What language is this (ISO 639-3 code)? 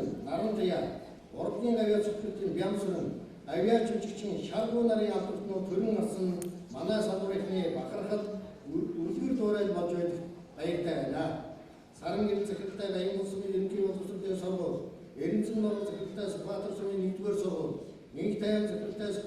mon